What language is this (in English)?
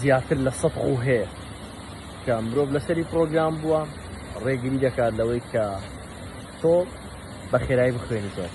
Central Kurdish